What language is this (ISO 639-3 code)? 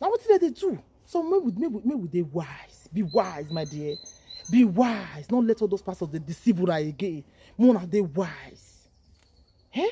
pcm